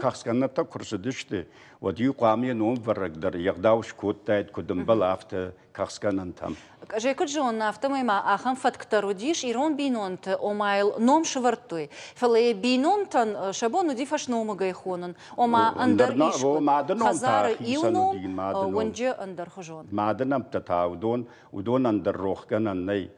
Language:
Ossetic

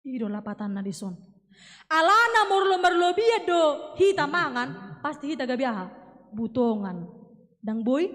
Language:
Batak Toba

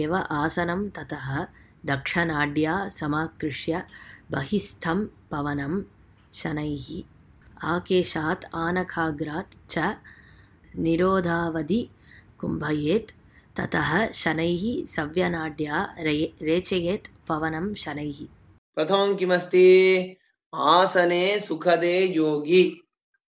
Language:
Sanskrit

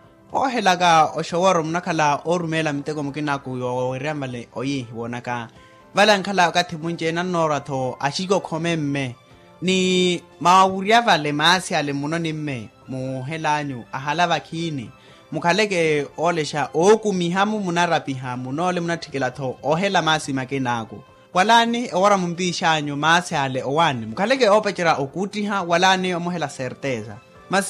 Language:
Makhuwa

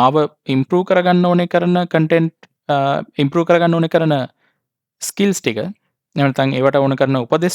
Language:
Sinhala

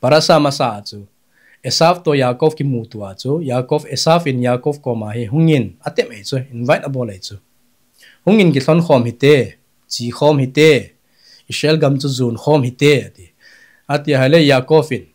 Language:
Thado Chin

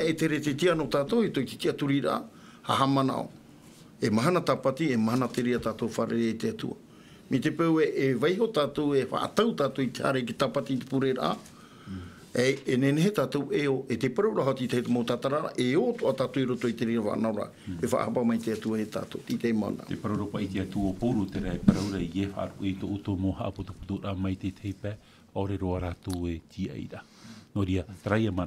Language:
Tahitian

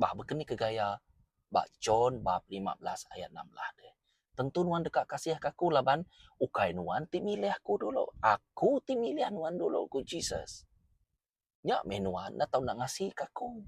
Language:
Iban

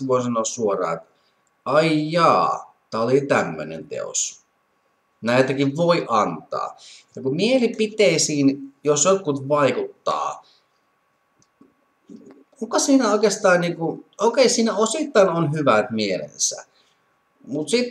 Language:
Finnish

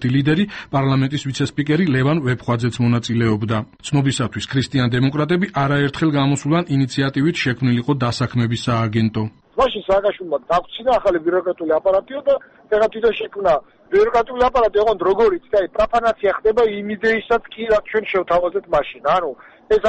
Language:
Georgian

